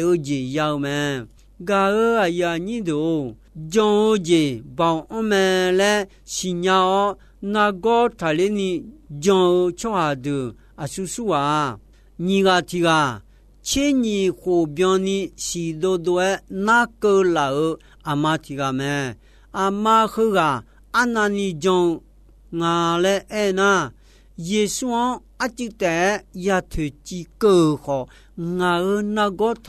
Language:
Akha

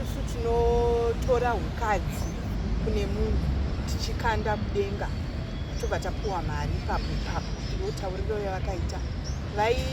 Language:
Shona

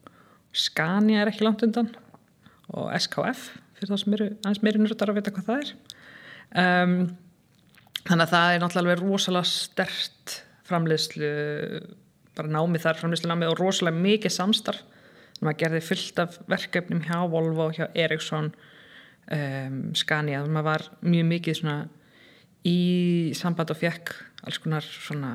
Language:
Icelandic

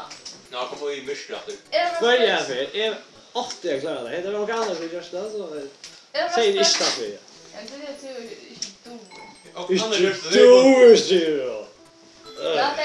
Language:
Faroese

